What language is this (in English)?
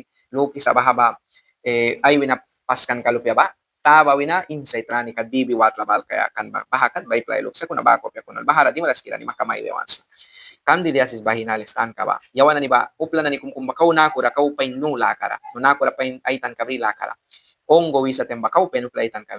Mískito